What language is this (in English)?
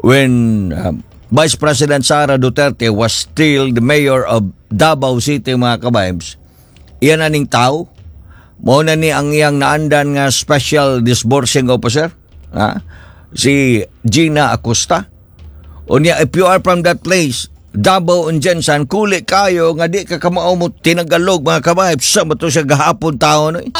Cebuano